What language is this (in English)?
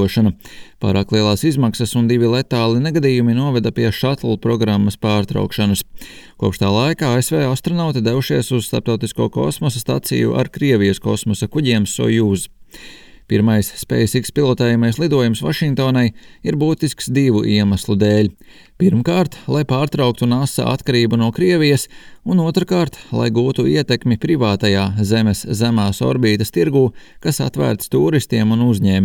Latvian